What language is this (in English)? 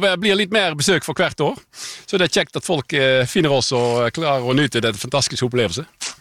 Norwegian